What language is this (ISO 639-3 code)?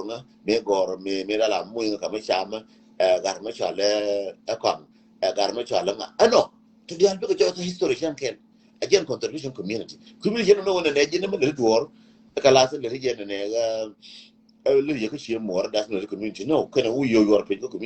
nus